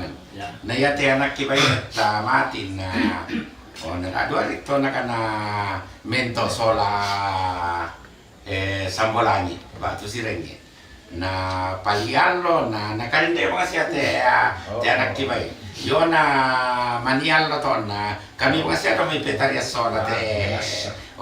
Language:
Toraja-Sa'dan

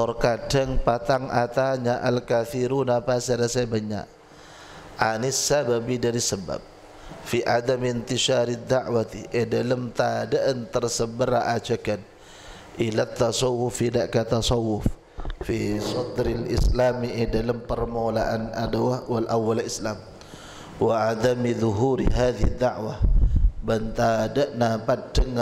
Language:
Madurese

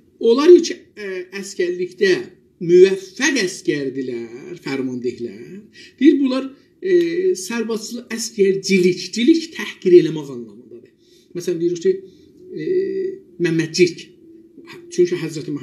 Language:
South Azerbaijani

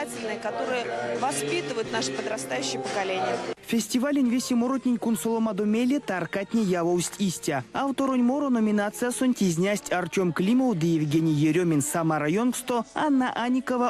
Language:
Erzya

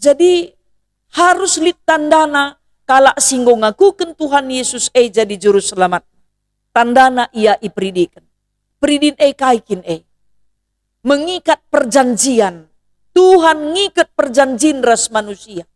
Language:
Batak Karo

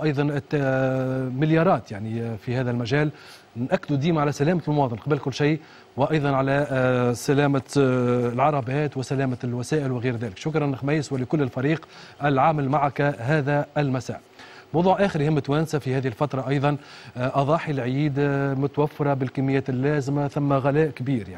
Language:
Tunisian Arabic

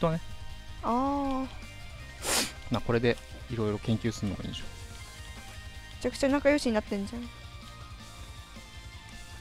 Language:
Japanese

